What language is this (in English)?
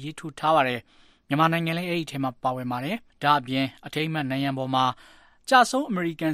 Burmese